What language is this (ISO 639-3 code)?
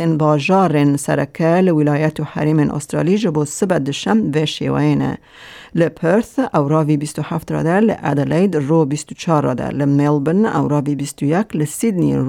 kur